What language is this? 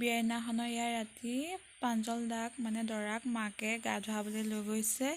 Assamese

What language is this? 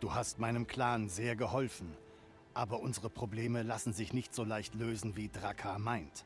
Bavarian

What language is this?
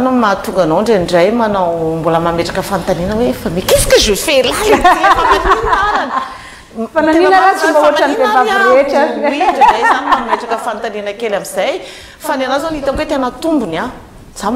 Malagasy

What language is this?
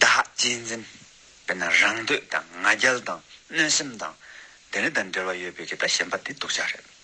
Tibetan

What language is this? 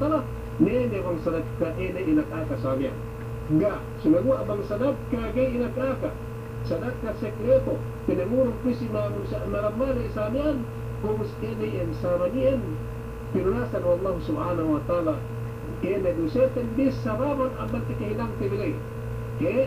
Yakan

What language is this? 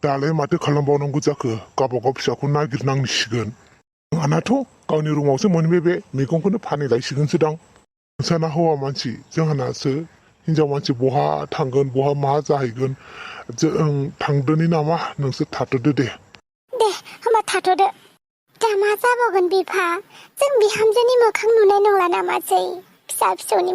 Bodo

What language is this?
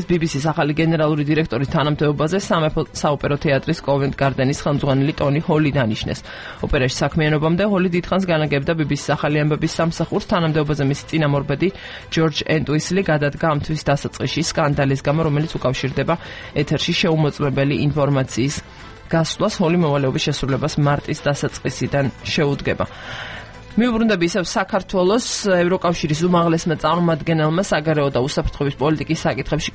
Georgian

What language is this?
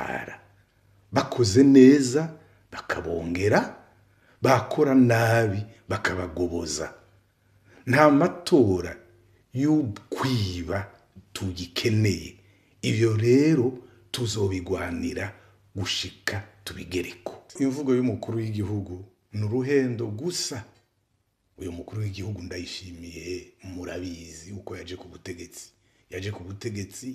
Rundi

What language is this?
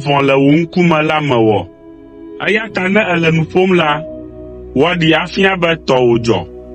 Ewe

